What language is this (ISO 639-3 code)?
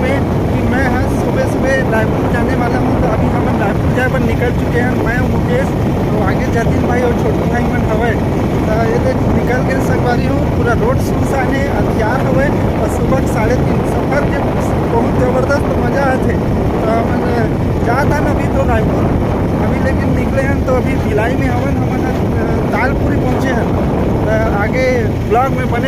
hne